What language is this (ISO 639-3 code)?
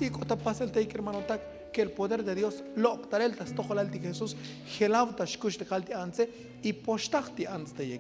tzo